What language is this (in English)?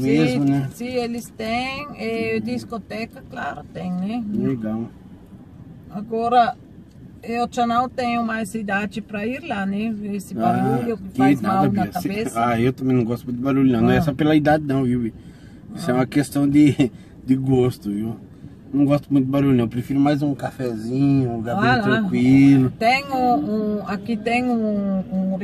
Portuguese